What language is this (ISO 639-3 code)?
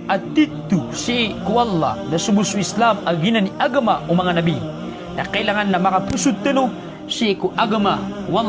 mrw